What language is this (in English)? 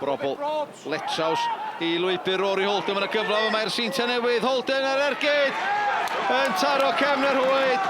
Welsh